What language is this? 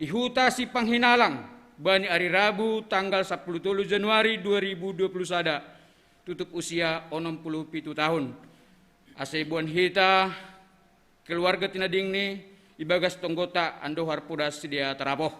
Batak Simalungun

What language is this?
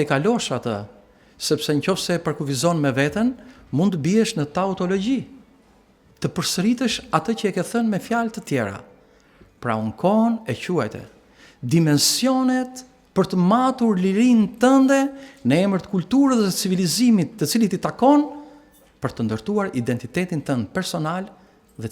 Albanian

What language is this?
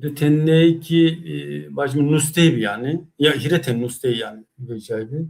Zaza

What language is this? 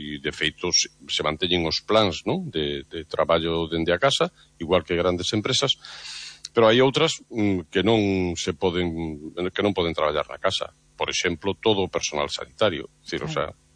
Galician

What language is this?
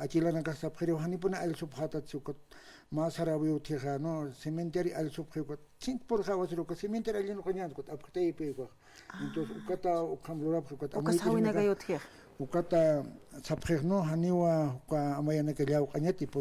Aymara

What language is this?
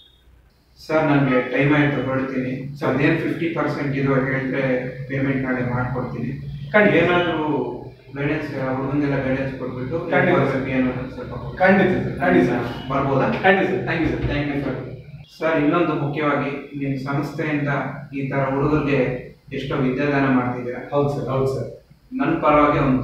Kannada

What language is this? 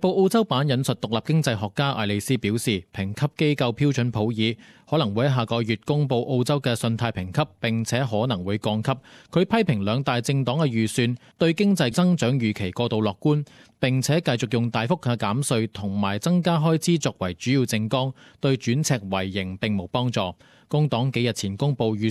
Cantonese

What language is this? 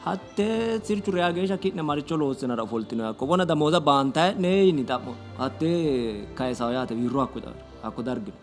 Sidamo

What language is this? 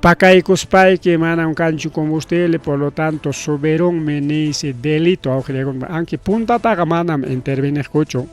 Ayacucho Quechua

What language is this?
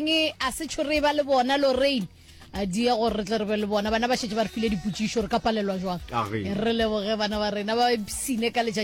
Northern Sotho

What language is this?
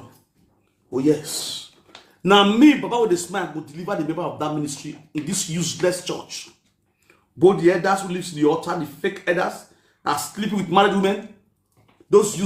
Nigerian Pidgin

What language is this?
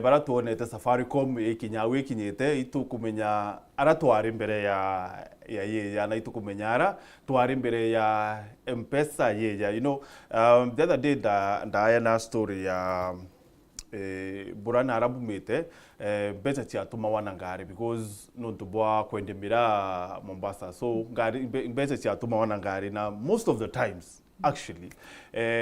Meru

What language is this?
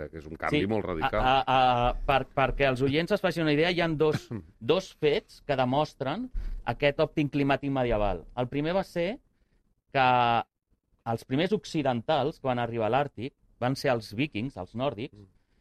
Catalan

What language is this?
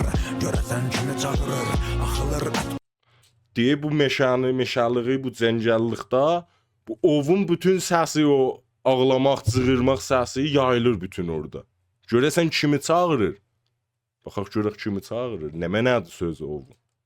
South Azerbaijani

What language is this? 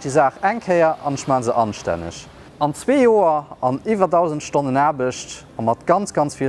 Luxembourgish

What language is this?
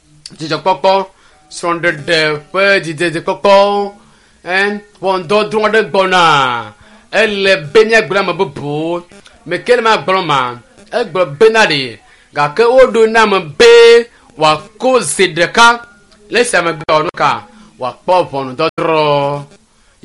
Ewe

